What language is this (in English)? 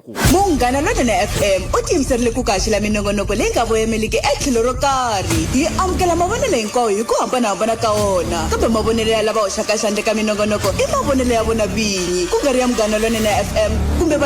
Tsonga